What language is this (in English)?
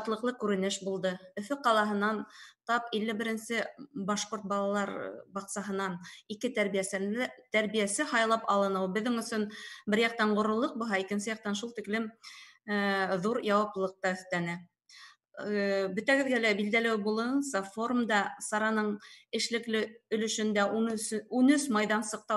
Bashkir